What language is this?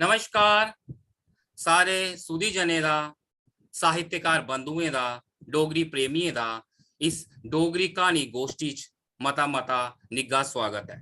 Dogri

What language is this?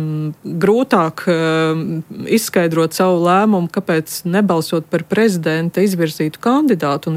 Latvian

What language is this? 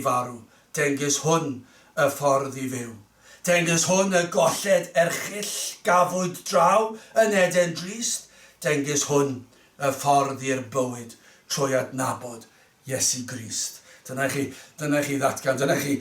Welsh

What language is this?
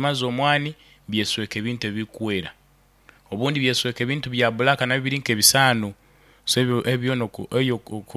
Nyoro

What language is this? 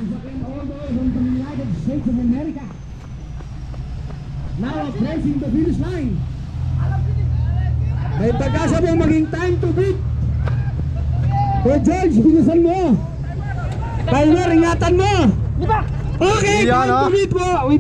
Filipino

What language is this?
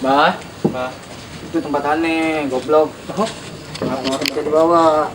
Betawi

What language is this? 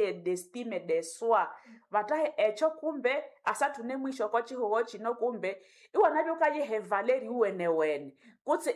Nande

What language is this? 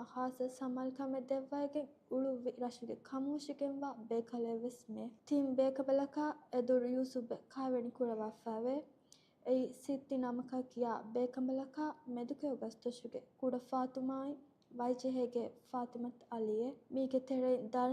Divehi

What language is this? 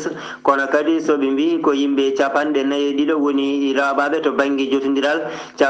Fula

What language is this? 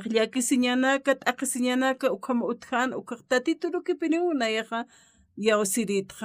Aymara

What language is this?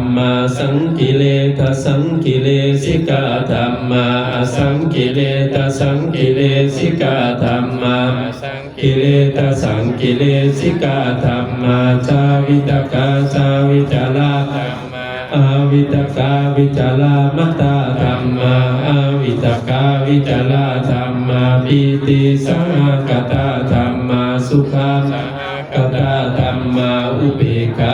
Pali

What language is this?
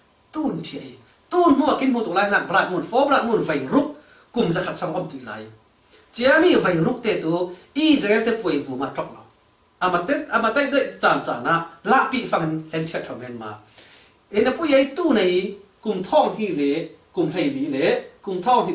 Falam Chin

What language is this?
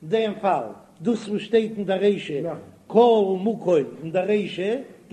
Yiddish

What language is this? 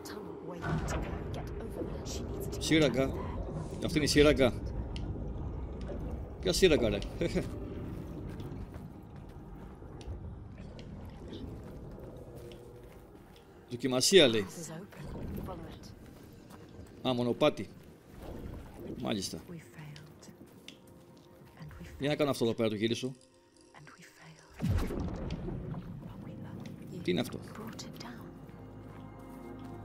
Greek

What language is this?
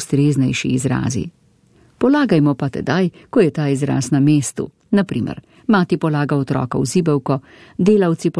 Slovenian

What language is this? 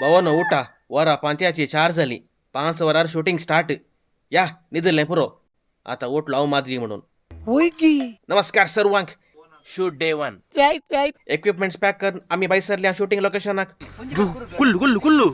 Konkani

